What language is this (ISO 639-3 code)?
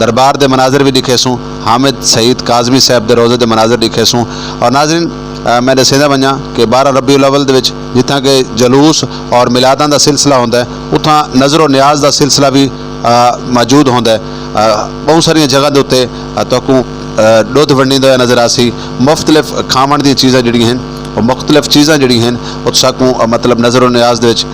skr